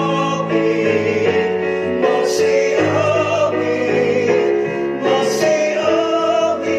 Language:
Pampanga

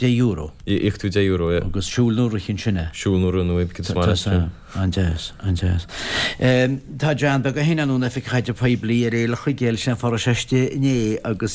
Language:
Irish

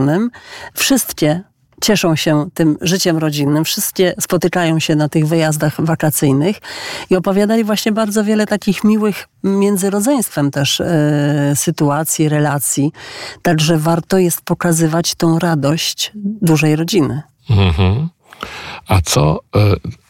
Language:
Polish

